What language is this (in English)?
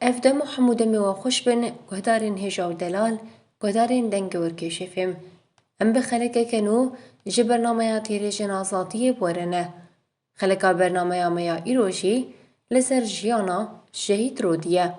Kurdish